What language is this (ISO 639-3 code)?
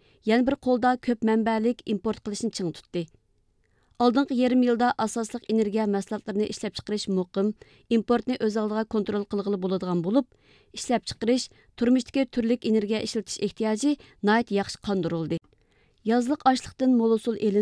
uig